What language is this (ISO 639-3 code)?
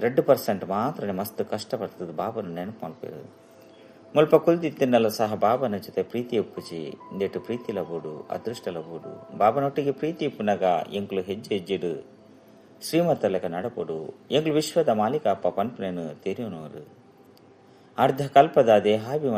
tcy